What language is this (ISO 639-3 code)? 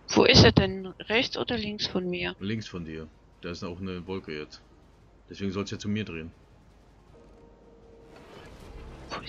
deu